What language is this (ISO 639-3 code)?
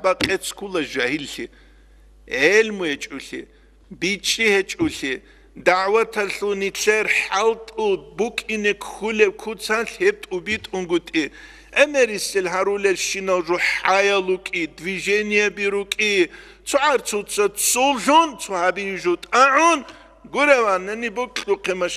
ava